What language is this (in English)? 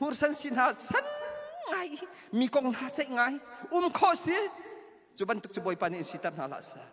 Hakha Chin